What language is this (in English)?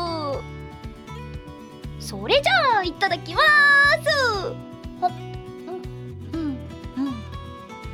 Japanese